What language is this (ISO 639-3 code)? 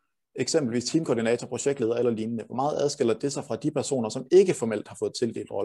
dan